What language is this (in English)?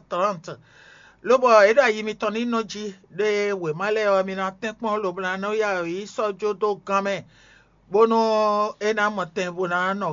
Fon